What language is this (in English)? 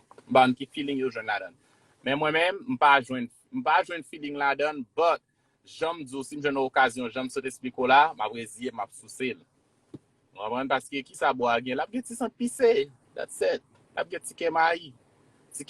Haitian Creole